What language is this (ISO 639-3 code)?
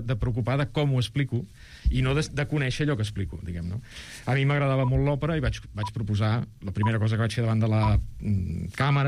cat